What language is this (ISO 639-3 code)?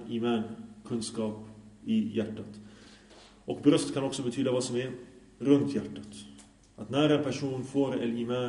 swe